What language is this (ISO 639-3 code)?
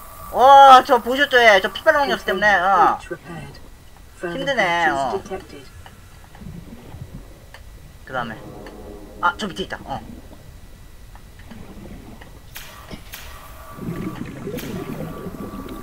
kor